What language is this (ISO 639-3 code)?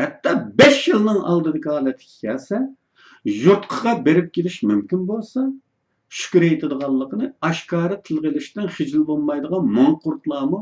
uig